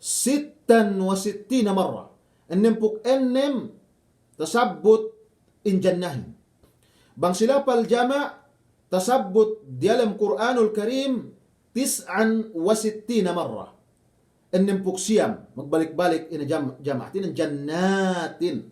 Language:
Yakan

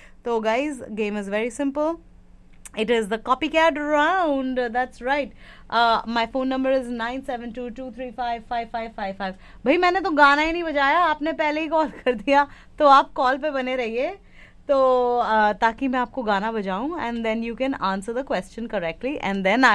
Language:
Hindi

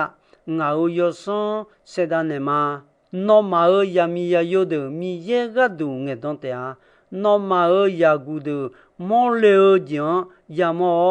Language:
Akha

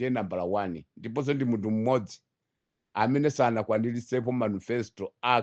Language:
Nyanja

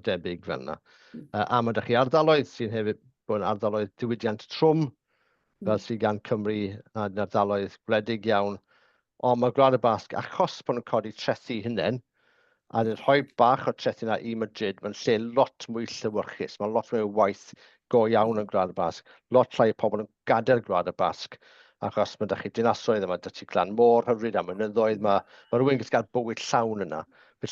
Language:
Welsh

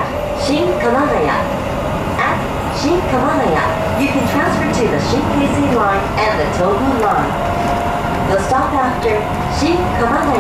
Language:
Japanese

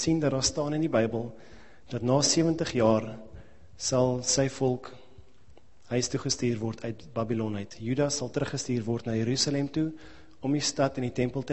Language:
Afrikaans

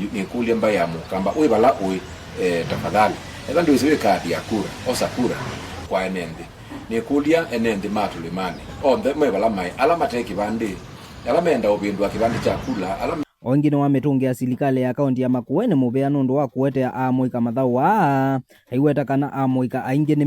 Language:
Kamba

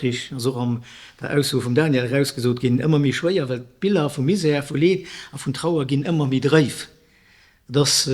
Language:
Luxembourgish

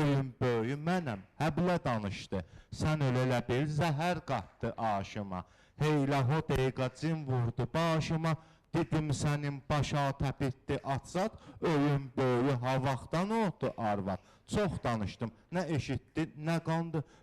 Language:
Azerbaijani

